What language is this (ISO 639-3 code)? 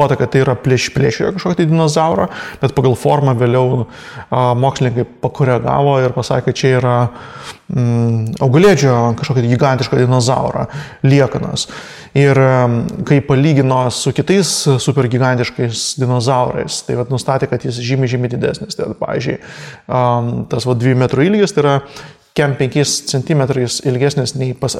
lit